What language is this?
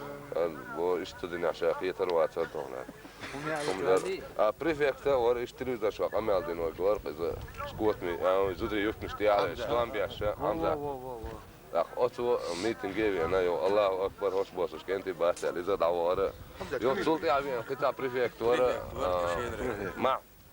Chechen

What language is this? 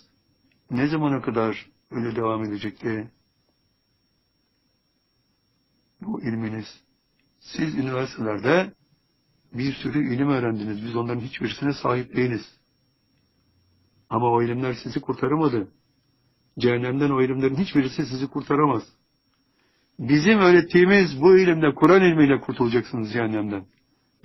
Turkish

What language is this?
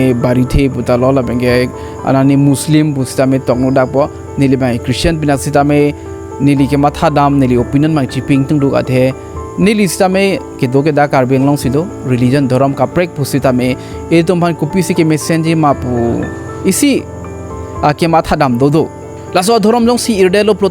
Karbi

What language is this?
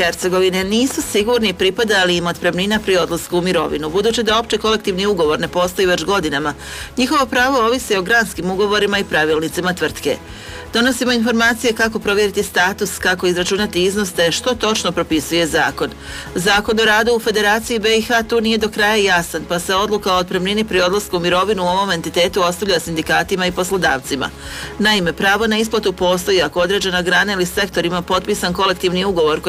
Croatian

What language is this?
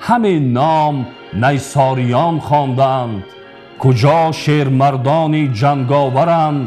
Tajik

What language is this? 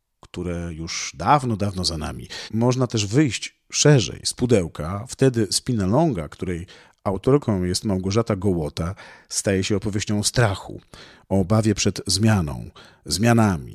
Polish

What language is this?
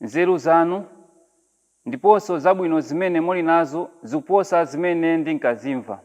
Nyanja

